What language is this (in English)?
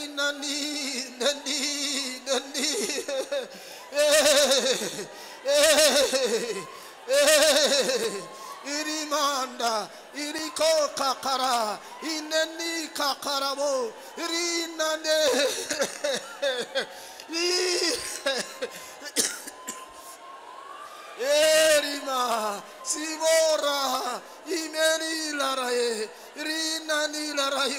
Swahili